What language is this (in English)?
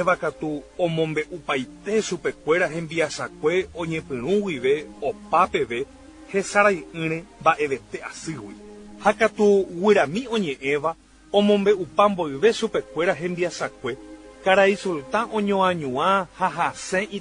Guarani